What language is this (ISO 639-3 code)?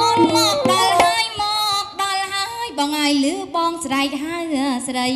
khm